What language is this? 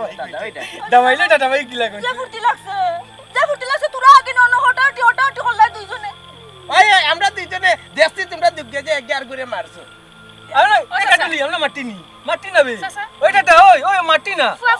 Sylheti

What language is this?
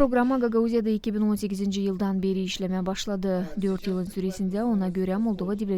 Gagauz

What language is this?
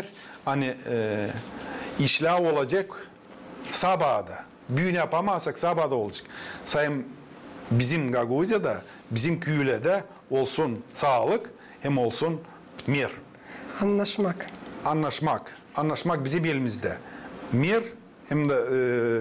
Gagauz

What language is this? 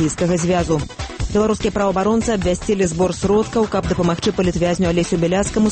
Belarusian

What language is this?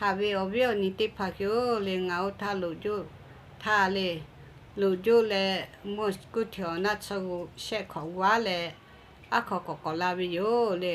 Lahu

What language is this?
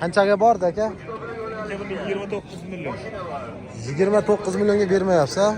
Uzbek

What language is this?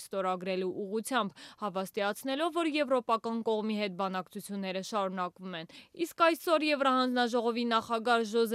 Armenian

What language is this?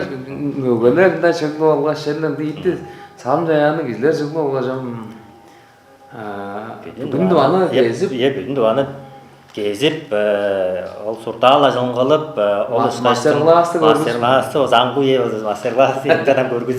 Tuvinian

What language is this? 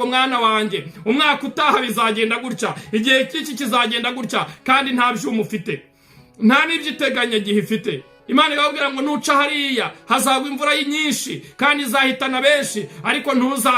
Kinyarwanda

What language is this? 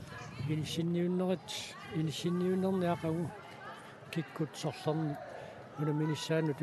Kalaallisut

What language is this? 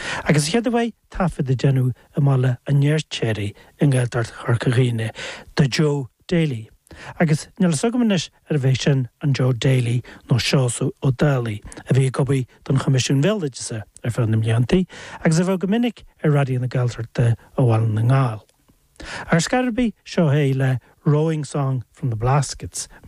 Irish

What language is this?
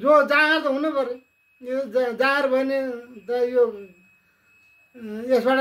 Nepali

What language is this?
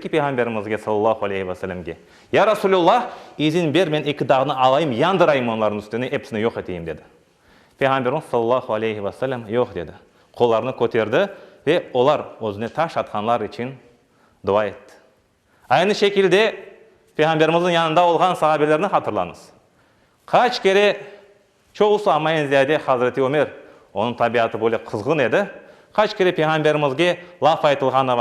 Crimean Tatar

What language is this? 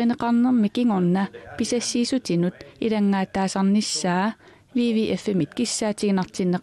Kalaallisut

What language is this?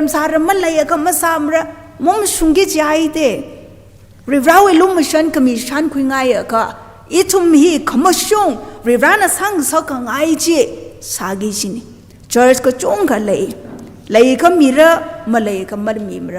Tangkhul Naga (India)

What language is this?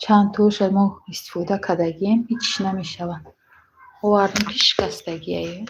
Tajik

